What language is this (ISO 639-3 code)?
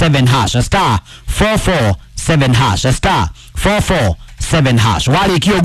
kik